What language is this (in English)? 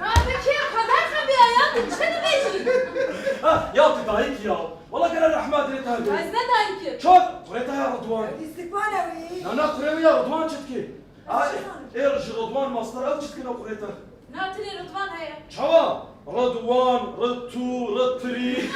Kurdish